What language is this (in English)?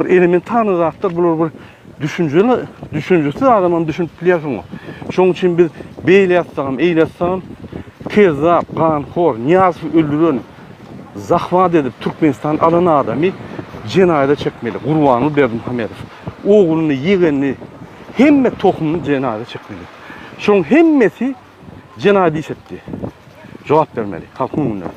Turkmen